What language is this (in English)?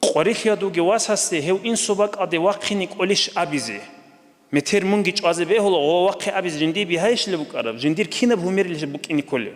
Avaric